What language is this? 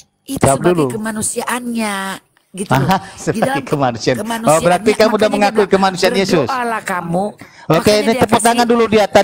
Indonesian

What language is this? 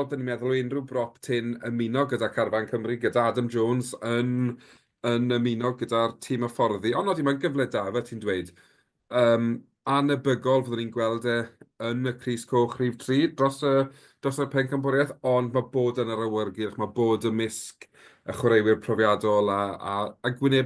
Welsh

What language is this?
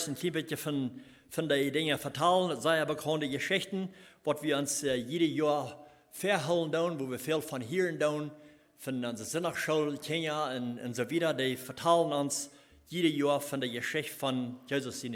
Plautdietsch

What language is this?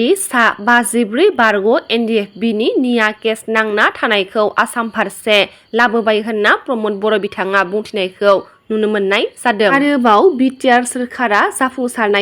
Bodo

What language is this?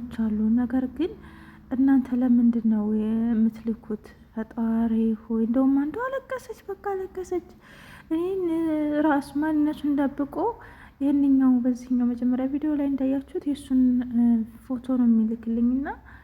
Amharic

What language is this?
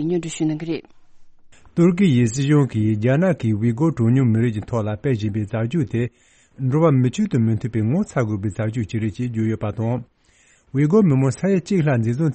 Tibetan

